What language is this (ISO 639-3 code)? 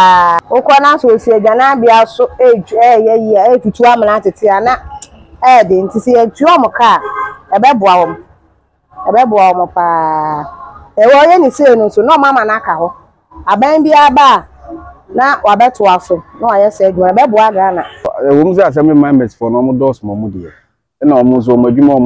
aka